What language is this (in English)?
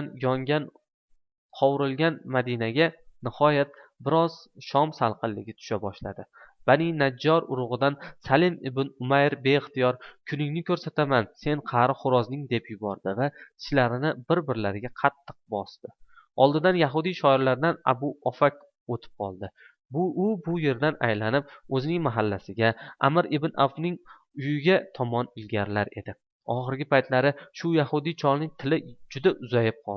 Uzbek